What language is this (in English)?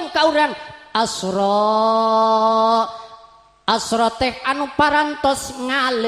Sundanese